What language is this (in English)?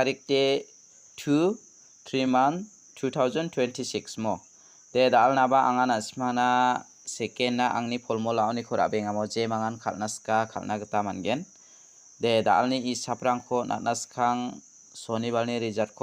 Garo